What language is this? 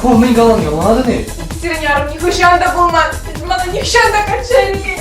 Chuvash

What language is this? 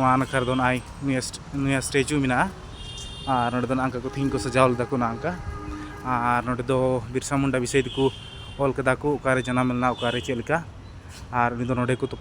Santali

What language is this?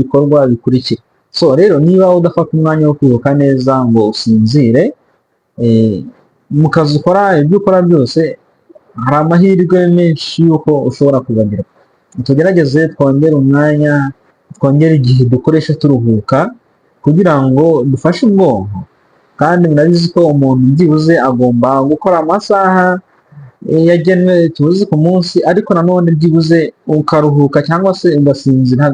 Kinyarwanda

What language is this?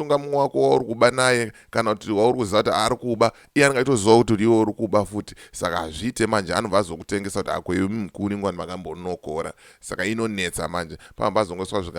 Shona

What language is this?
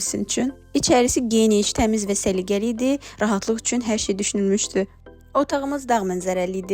Azerbaijani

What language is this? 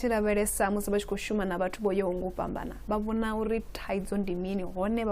Venda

